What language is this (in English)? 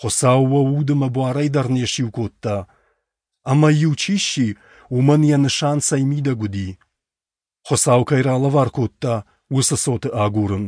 Ossetic